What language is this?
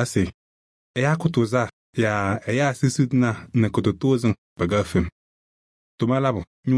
Kabiyè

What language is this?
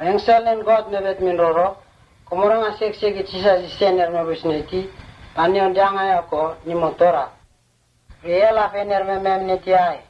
Vurës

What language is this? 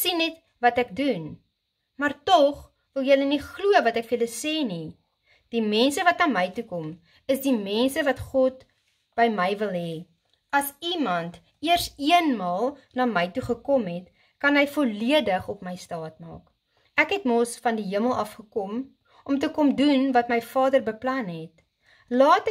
Afrikaans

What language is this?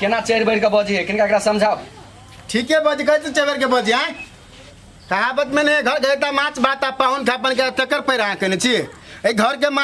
Maithili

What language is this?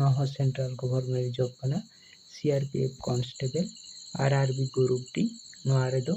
Santali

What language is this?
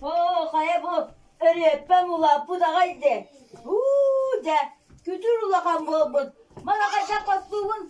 Yakut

